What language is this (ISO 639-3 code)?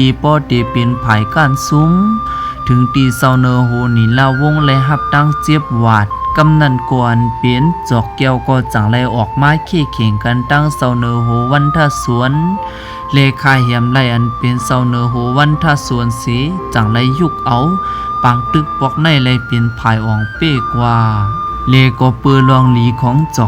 shn